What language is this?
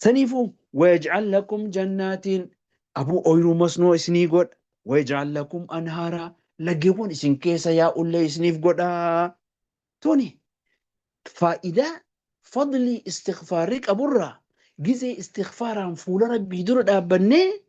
Oromo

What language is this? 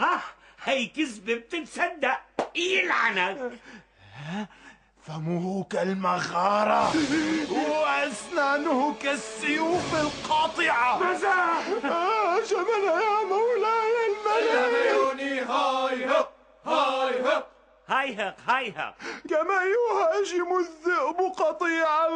Arabic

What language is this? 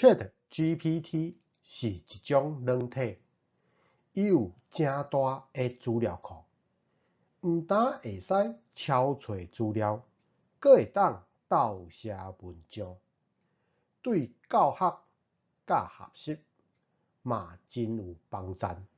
Min Nan Chinese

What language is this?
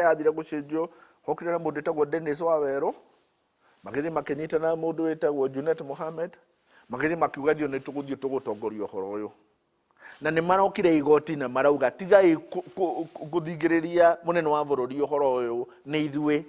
Kikuyu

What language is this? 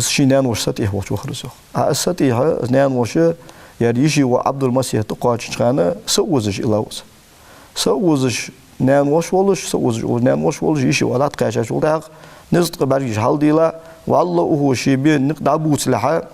Ingush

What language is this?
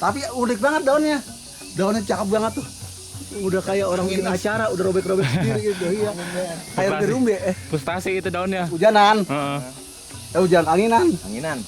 Betawi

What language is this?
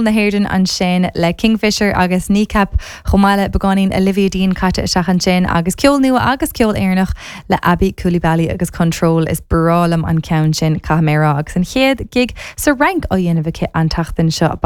Irish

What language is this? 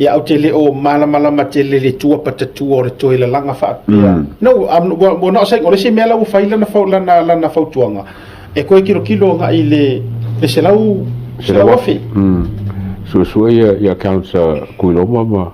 Samoan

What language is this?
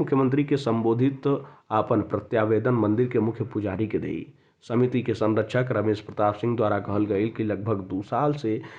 Bhojpuri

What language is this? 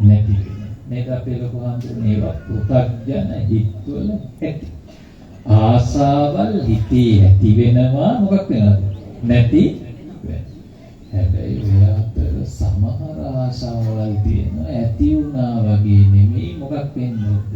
Sinhala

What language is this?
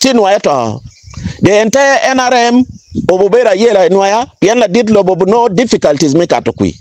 Acoli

